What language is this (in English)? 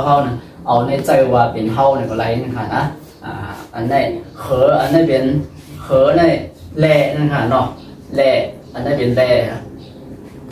Shan